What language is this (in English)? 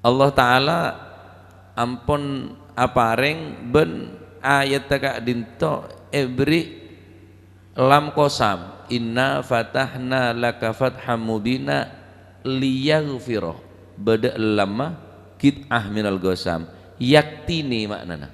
Madurese